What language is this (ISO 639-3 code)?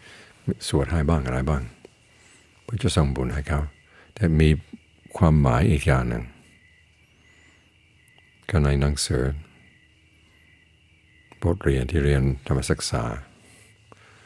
tha